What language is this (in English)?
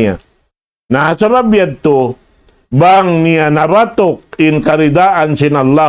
Tausug